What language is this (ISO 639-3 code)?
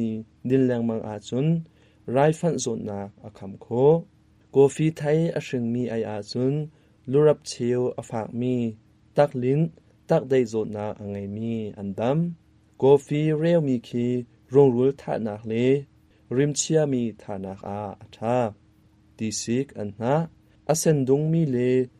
cnh